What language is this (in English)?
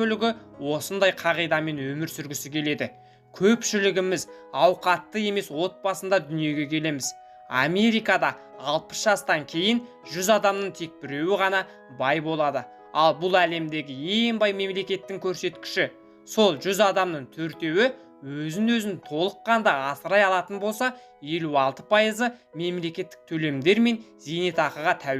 Kazakh